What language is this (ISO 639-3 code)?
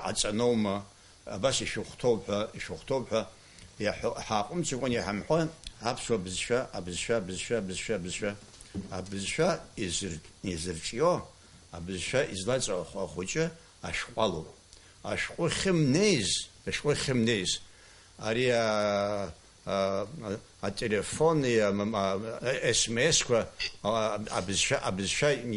abk